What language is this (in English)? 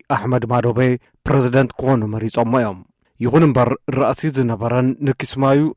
Tigrinya